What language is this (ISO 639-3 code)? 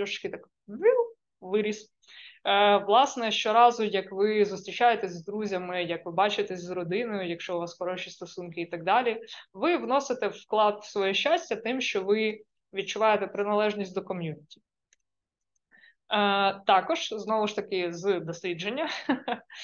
ukr